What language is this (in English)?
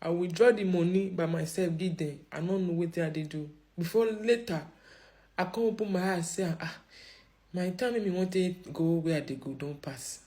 Nigerian Pidgin